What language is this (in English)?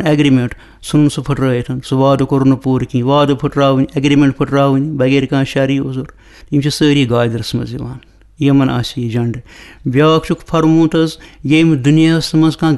Kashmiri